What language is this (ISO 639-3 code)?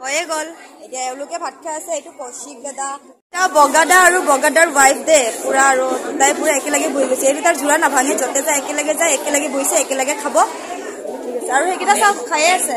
asm